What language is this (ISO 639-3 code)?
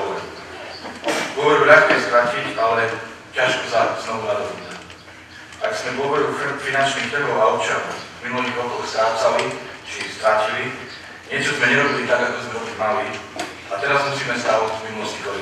slk